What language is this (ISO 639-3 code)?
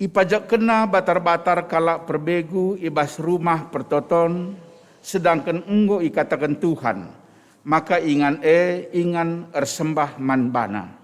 btx